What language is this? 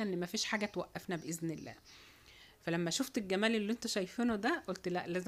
Egyptian Arabic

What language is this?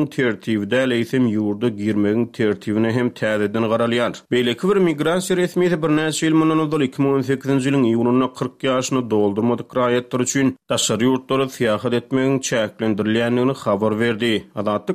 Turkmen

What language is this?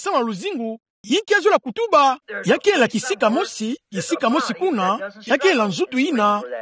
Kituba (Democratic Republic of Congo)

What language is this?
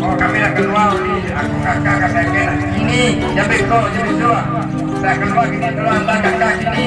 Minangkabau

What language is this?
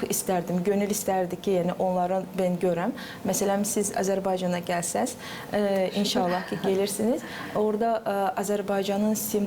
Gagauz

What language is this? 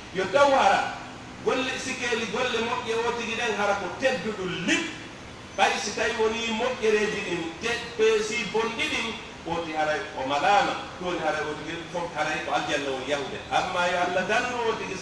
Pular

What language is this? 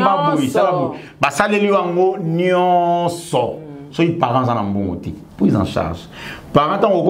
Lingala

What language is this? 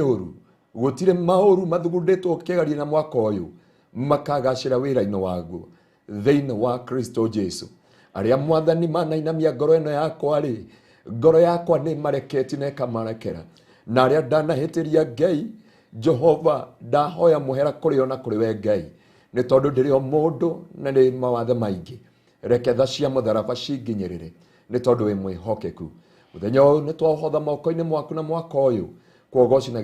Kikuyu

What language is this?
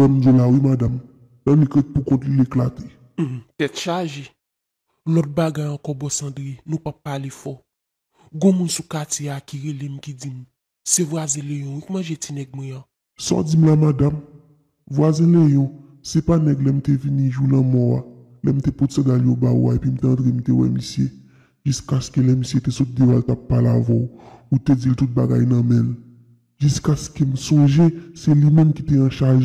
Haitian Creole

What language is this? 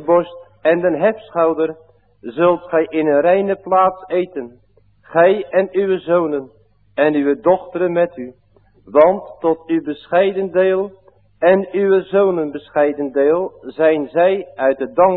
Dutch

